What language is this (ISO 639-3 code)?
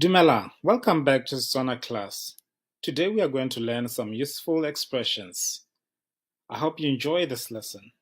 tsn